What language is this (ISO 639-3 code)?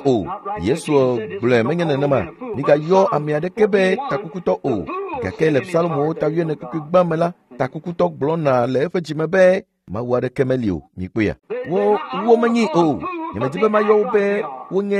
ewe